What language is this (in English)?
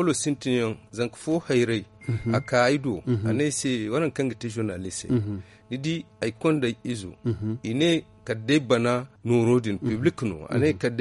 Zarma